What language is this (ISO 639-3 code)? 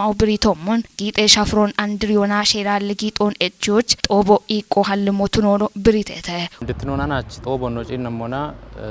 kbr